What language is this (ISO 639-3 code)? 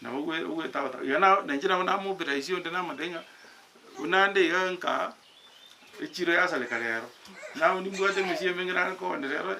guz